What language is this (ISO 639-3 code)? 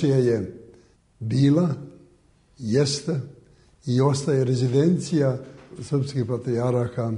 srp